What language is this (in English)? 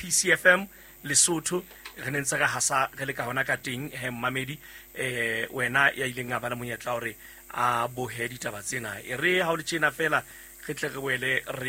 Southern Sotho